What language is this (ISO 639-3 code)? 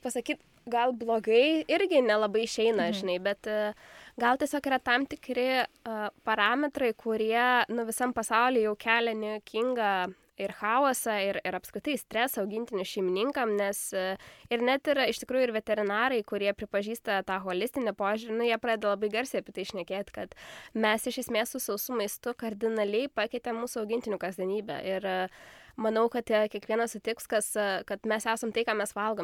lit